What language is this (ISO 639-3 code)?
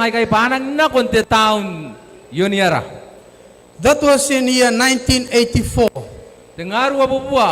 gil